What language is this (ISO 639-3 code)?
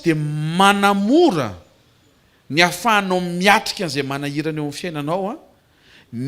mlg